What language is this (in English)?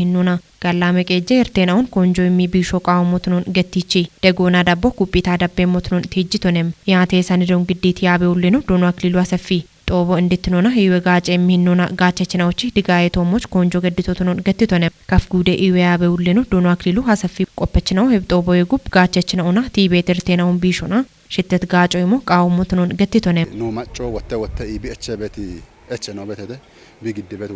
Kafa